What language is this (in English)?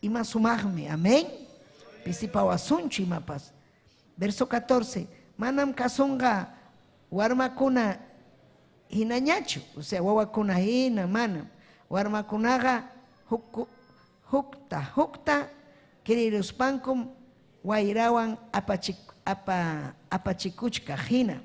Ayacucho Quechua